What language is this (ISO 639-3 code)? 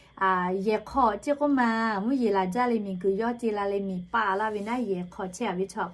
lhu